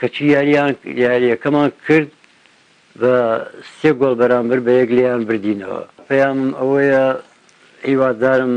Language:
Central Kurdish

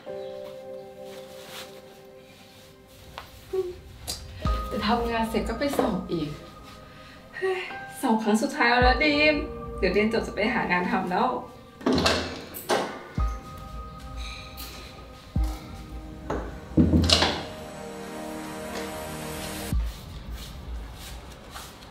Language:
Thai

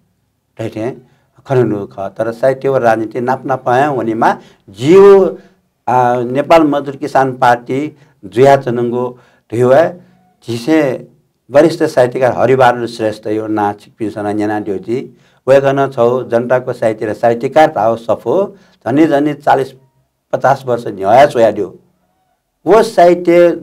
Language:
Newari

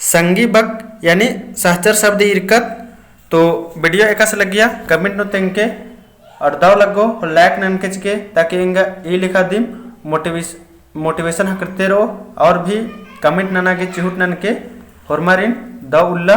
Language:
Kurukh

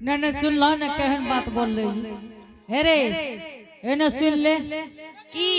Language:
Angika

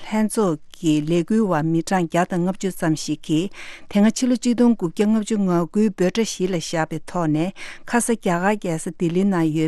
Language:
Tibetan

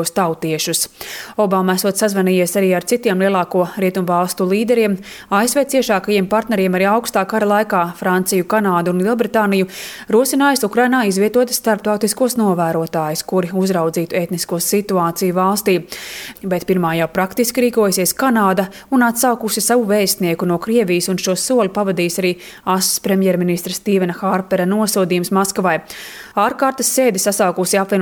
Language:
Latvian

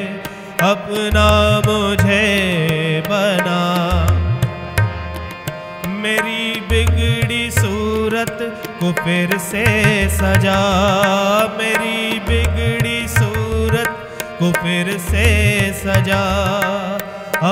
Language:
Hindi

